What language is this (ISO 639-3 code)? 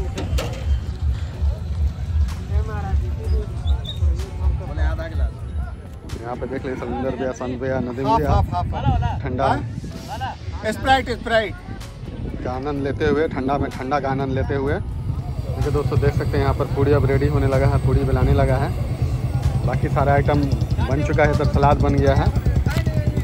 hin